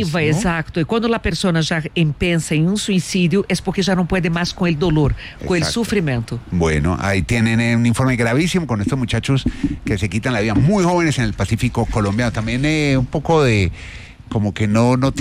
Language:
Spanish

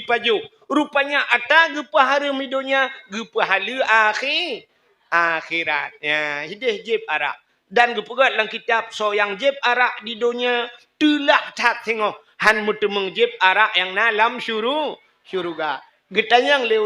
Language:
Achinese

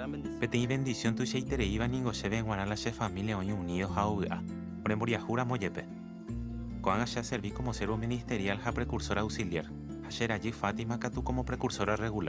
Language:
Guarani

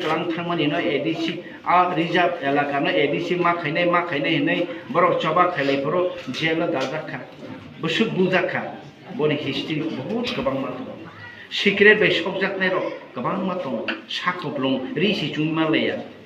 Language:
Kok Borok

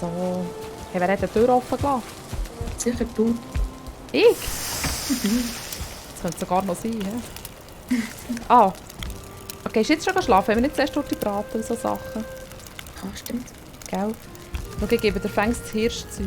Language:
Swiss German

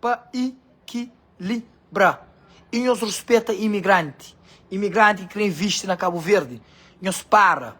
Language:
Kabuverdianu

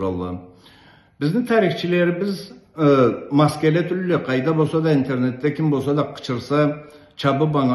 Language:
Karachay-Balkar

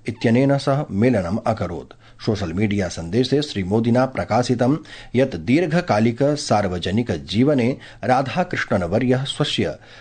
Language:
Sanskrit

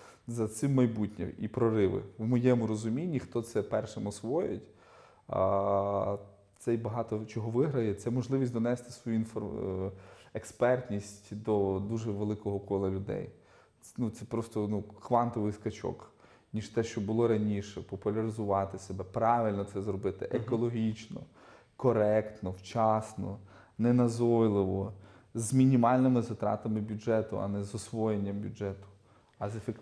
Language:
Ukrainian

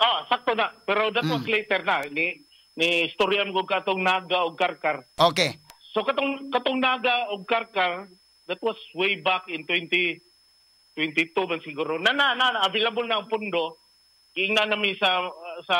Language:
Cebuano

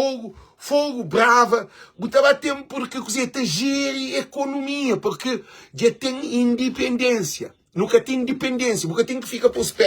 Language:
Kabuverdianu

